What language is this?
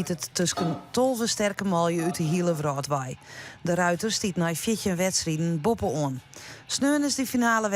Western Frisian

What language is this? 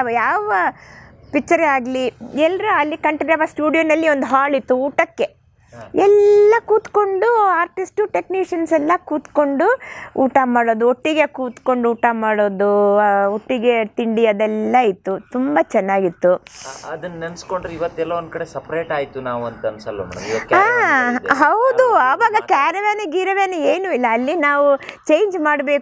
Kannada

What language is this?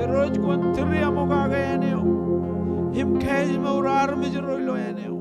Marshallese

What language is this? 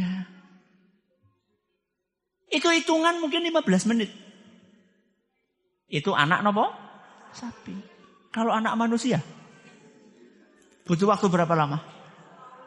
Indonesian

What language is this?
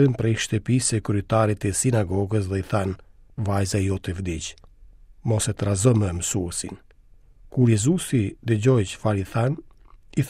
Albanian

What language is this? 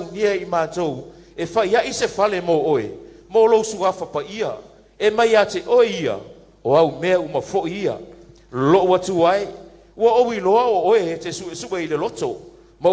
Samoan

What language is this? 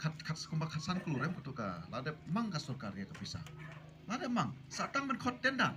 Khasi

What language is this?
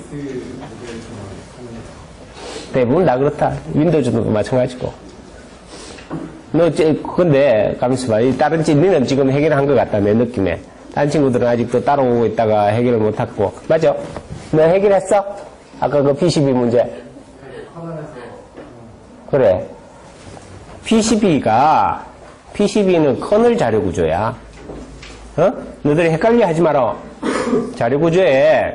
Korean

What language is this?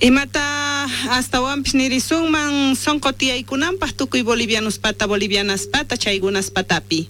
South Bolivian Quechua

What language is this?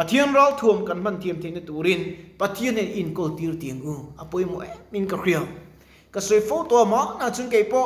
Mizo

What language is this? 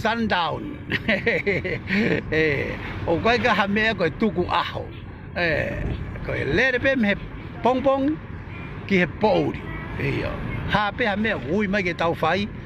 Tongan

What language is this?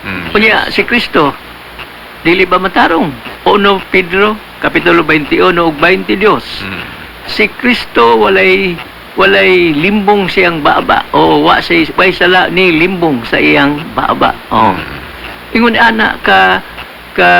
Cebuano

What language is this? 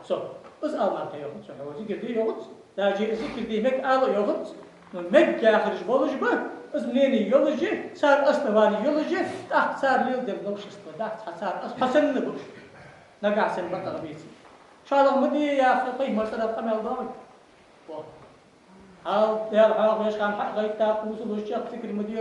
Ingush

